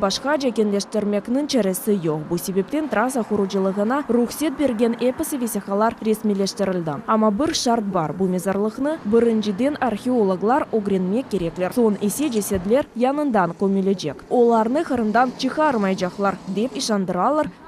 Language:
Crimean Tatar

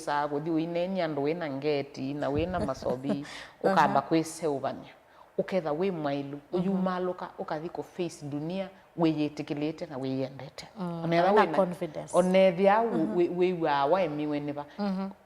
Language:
Kamba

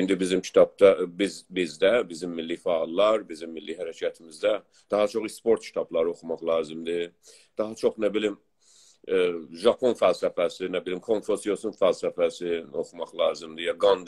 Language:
South Azerbaijani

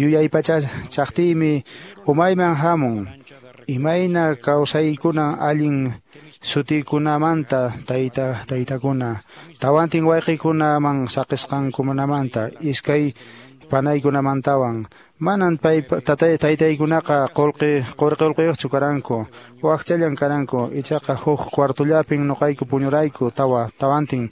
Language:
Quechua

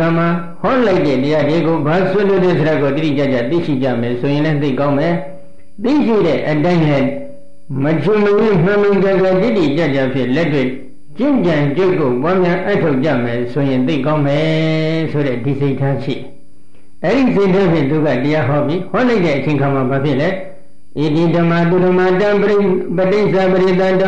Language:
Burmese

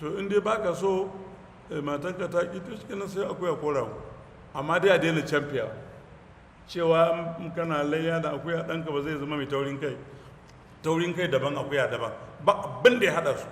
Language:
Hausa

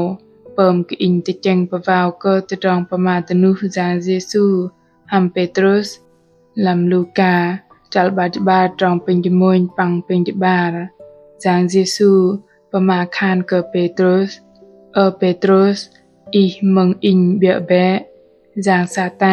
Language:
Bahnar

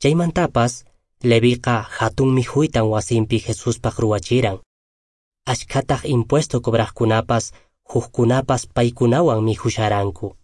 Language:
Quechua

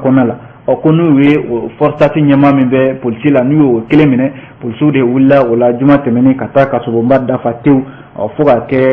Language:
Bambara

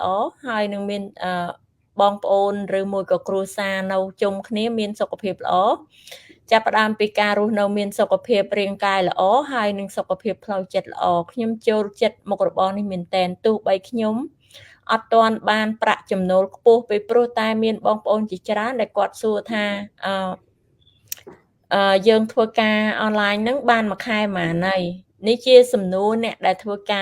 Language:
Khmer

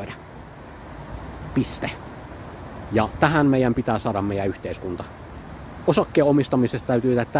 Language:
Finnish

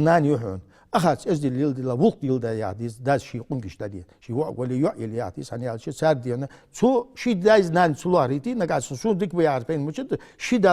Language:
Ingush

